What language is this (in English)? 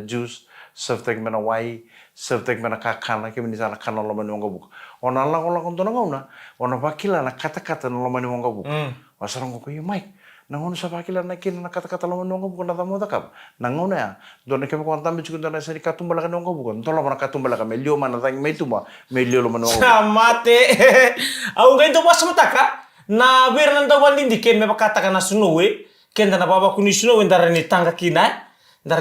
Fijian